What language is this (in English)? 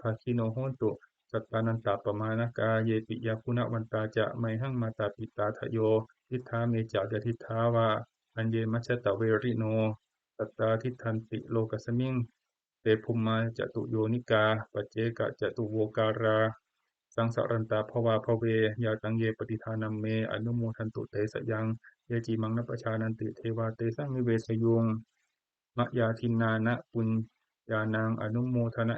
Pali